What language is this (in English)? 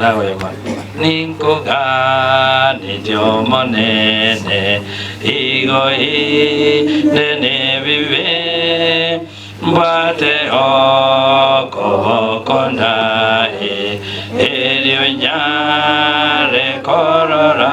Gusii